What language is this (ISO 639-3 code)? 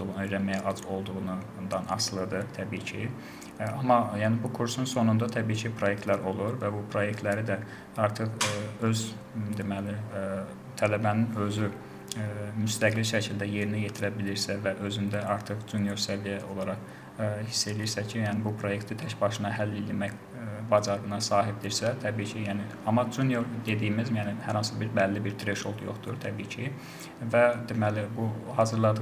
aze